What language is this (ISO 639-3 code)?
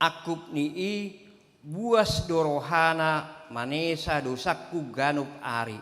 bbc